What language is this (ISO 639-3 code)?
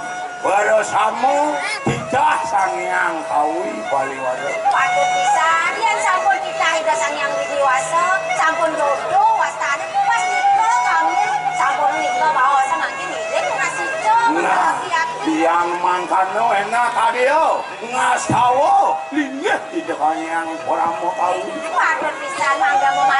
ban